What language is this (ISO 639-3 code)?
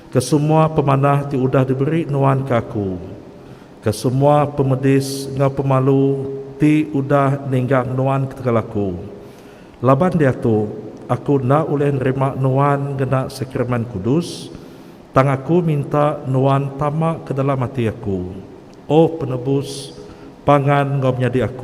iba